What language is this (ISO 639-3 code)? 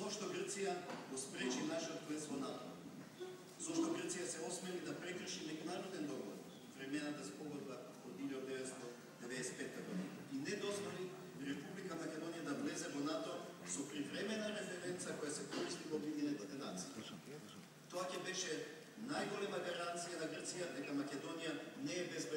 mkd